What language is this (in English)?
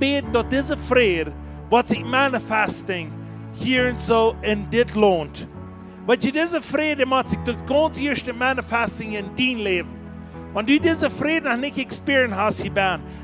Plautdietsch